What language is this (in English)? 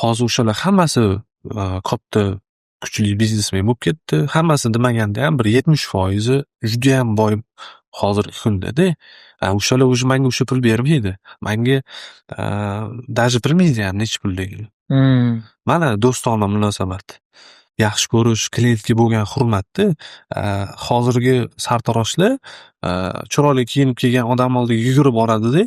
Uzbek